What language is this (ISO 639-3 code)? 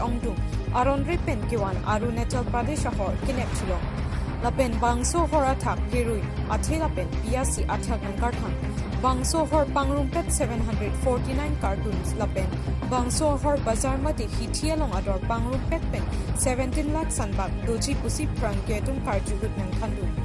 mjw